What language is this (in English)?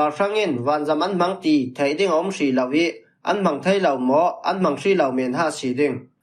Falam Chin